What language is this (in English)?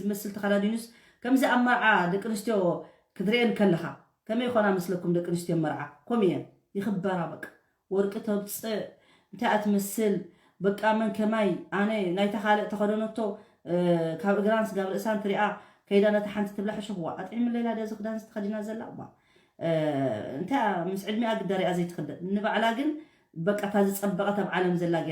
Tigrinya